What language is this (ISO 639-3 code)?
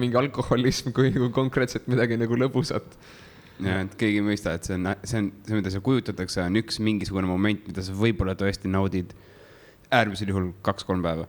est